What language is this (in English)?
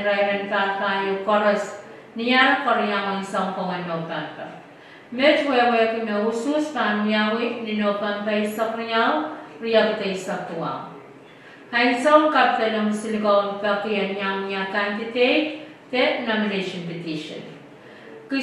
Pohnpeian